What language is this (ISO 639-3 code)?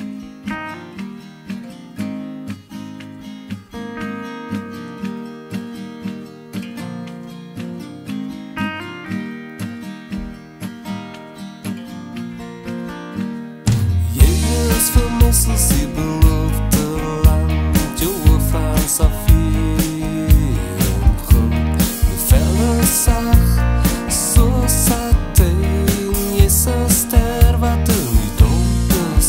afr